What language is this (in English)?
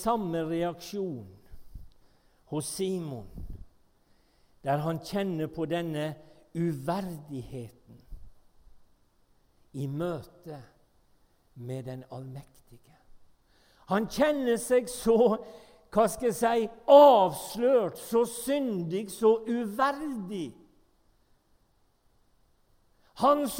Norwegian